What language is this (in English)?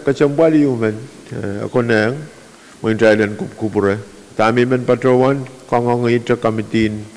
Pohnpeian